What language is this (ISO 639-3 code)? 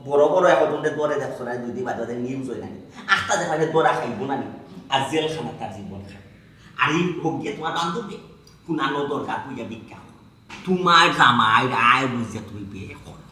syl